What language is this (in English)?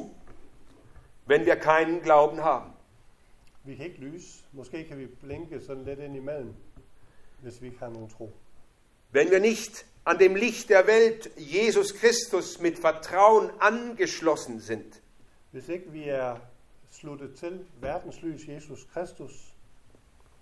Danish